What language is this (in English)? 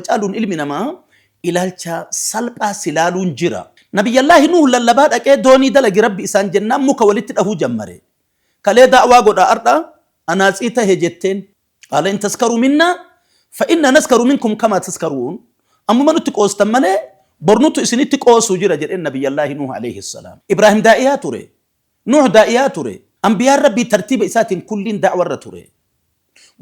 Oromo